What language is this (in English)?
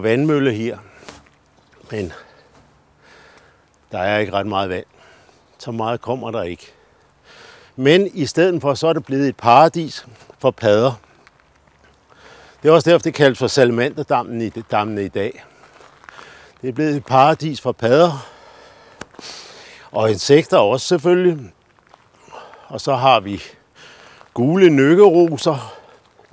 Danish